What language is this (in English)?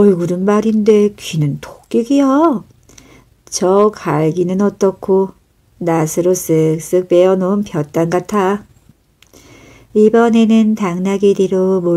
Korean